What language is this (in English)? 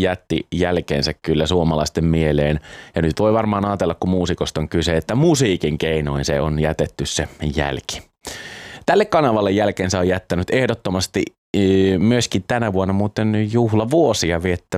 Finnish